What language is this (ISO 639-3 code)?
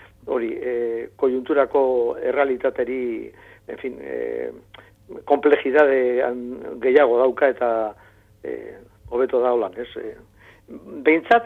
eus